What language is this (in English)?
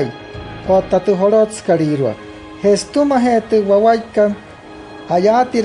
Wayuu